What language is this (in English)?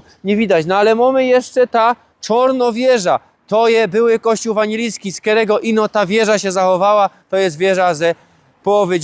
Silesian